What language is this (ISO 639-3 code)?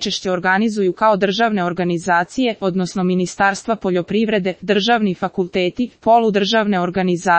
srp